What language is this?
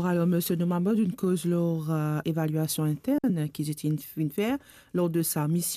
Morisyen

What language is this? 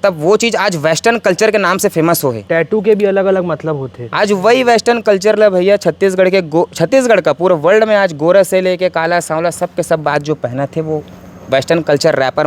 Chhattisgarhi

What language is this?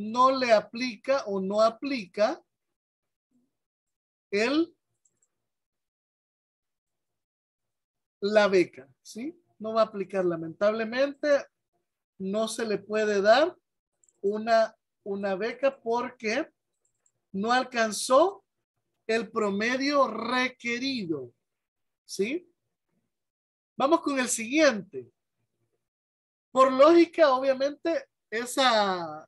Spanish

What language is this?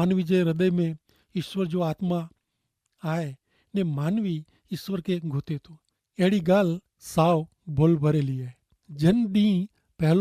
Kachhi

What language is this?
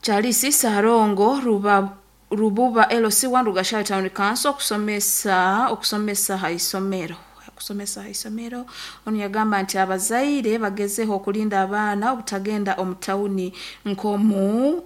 Nyoro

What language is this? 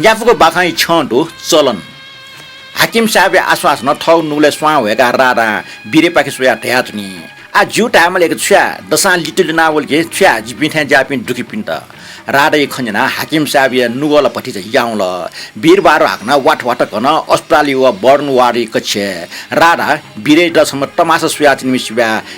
Newari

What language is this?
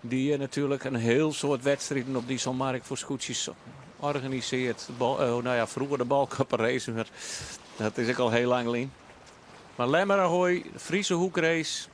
Western Frisian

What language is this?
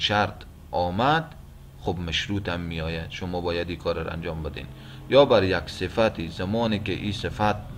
Persian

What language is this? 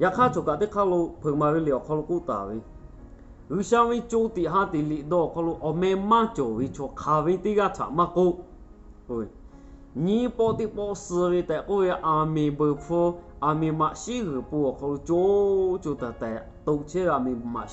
Lahu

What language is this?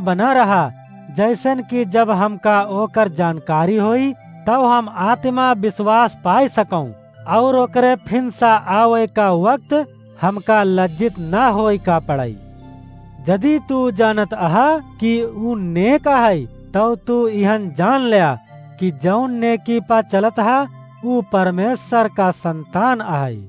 Awadhi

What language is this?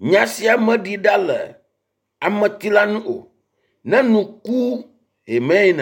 Ewe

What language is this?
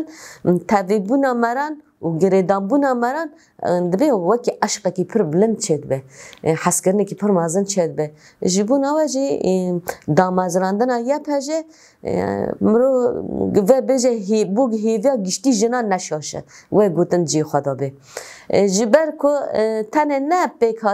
Kurdish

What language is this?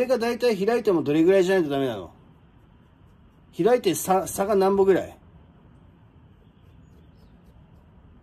Japanese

